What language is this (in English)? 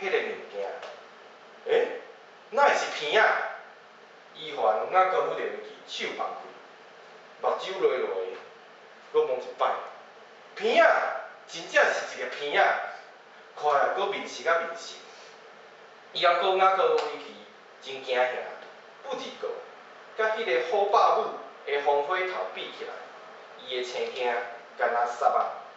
Min Nan Chinese